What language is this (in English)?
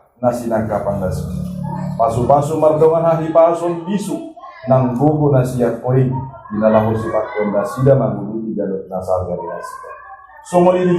Batak Toba